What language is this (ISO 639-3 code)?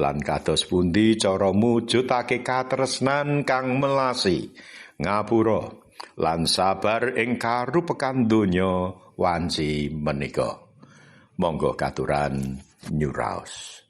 jav